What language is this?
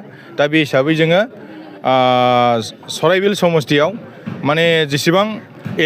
Bodo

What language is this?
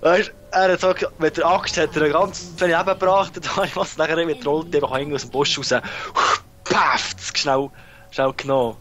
Swiss German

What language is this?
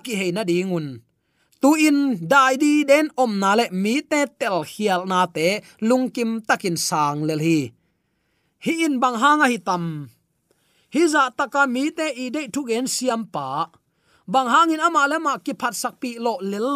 Tedim Chin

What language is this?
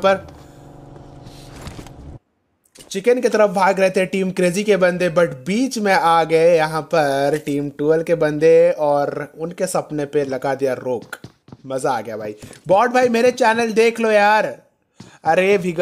Hindi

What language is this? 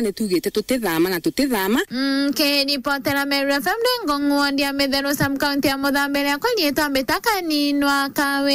Meru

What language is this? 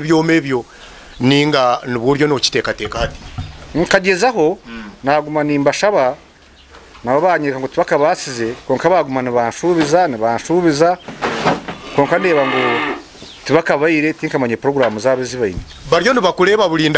Nyankole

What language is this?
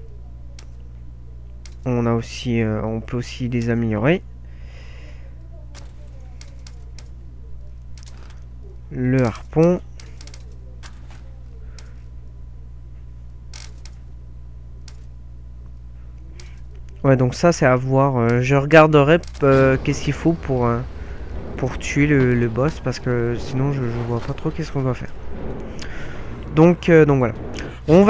French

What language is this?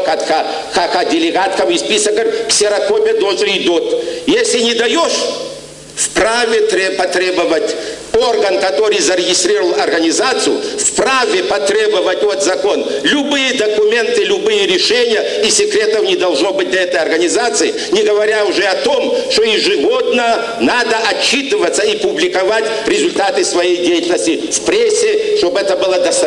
Kabardian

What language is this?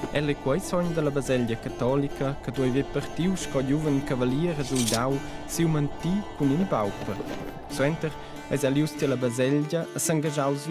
Romansh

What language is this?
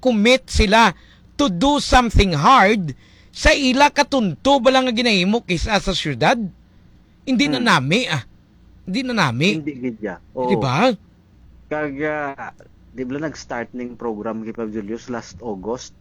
Hiligaynon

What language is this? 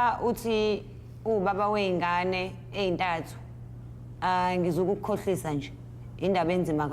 Zulu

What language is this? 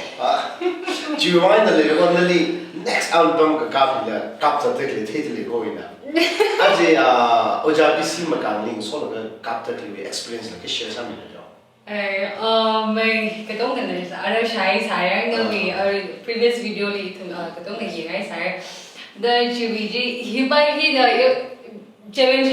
Tangkhul Naga (India)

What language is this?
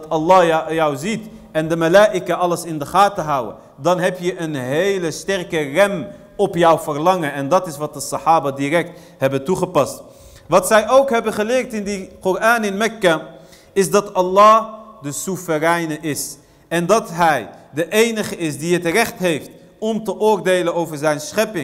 Dutch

